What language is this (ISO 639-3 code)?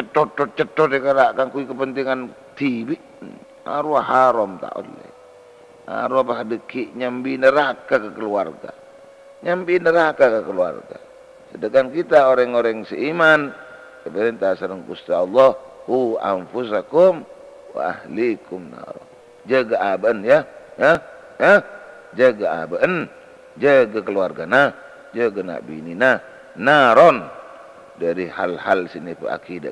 mad